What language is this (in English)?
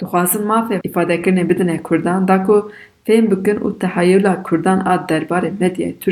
Kurdish